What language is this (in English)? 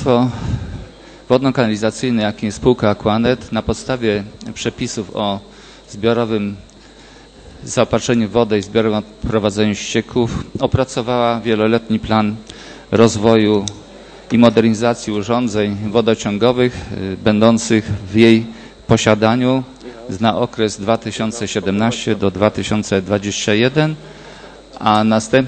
Polish